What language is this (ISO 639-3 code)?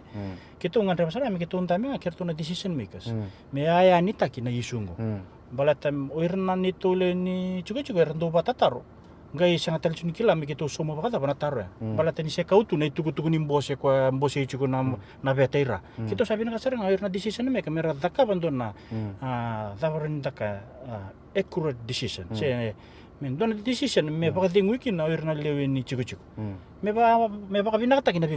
fij